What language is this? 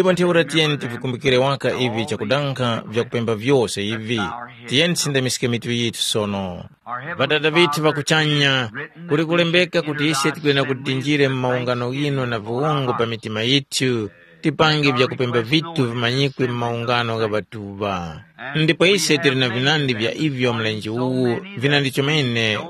Tumbuka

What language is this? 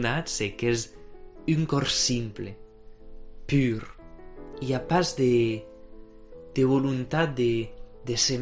Occitan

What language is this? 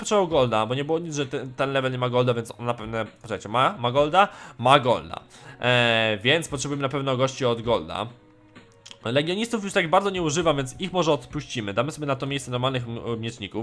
Polish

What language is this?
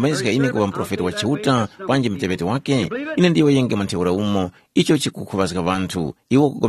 Tumbuka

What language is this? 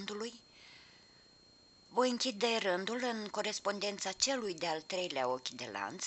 Romanian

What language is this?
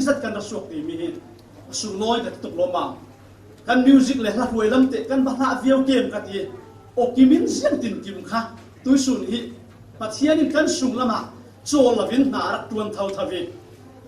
Falam Chin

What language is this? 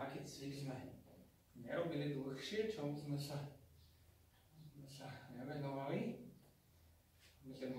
Slovak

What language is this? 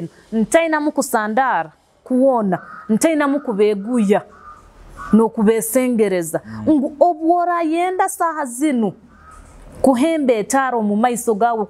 Nyoro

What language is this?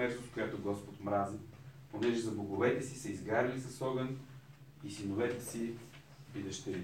Bulgarian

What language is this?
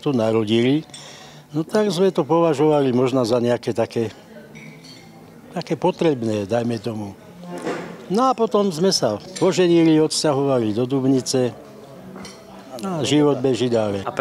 Slovak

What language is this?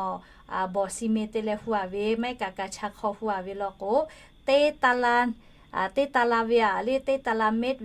Lahu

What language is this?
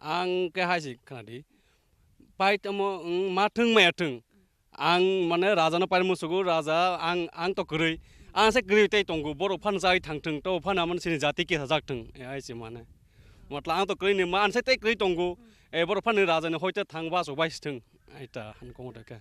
Kok Borok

